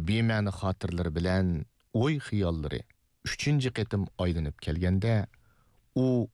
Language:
Uyghur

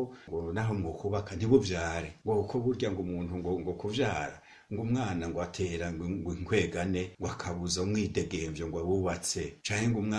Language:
Rundi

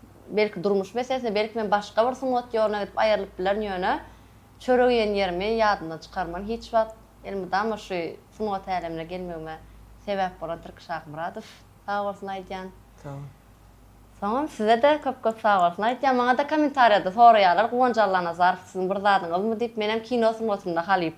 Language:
Turkmen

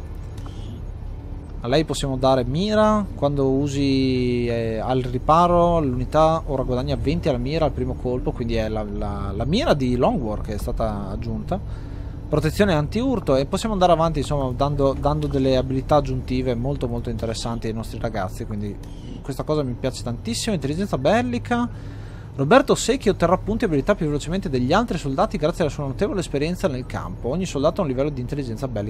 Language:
Italian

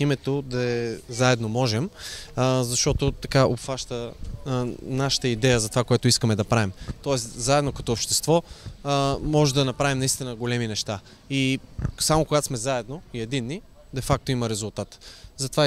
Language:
Bulgarian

